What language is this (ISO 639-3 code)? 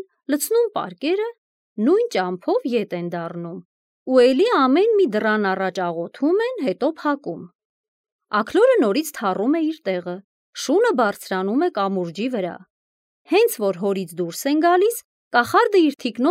hye